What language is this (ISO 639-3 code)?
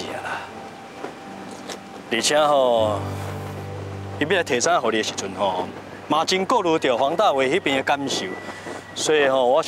nan